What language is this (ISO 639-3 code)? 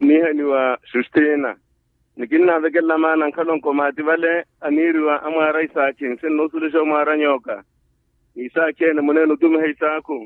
vmw